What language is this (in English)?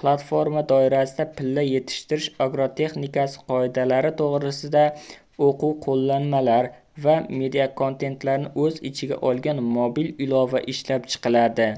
Uzbek